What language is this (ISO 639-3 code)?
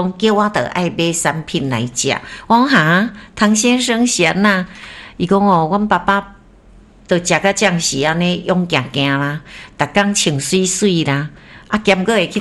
nan